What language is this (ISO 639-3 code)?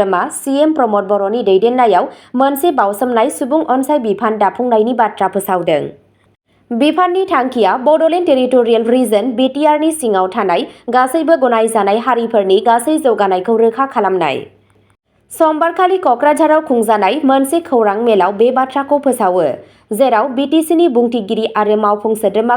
brx